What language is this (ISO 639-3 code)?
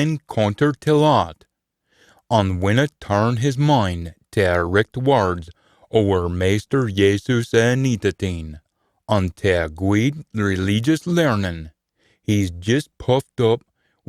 sco